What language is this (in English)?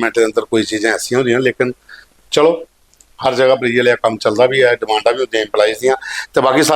Dogri